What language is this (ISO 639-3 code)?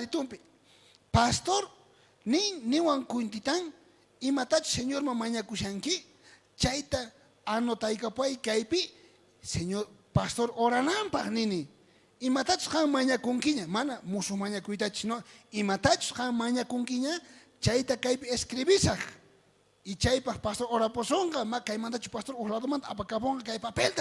quh